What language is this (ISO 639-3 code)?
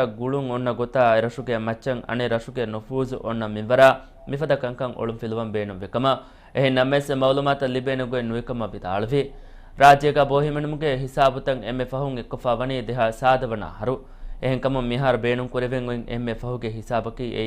div